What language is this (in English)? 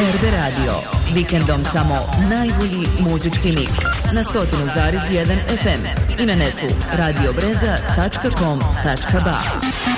Bosnian